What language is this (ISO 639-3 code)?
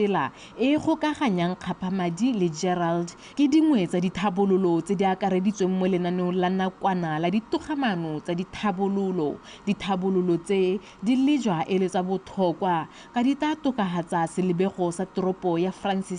tsn